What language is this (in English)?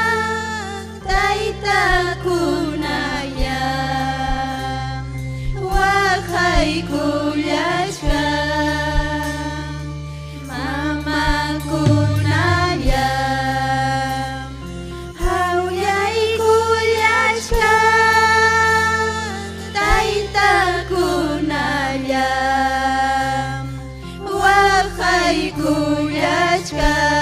Ayacucho Quechua